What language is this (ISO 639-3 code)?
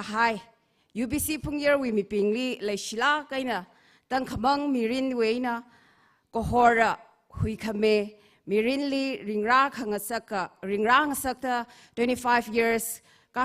nmf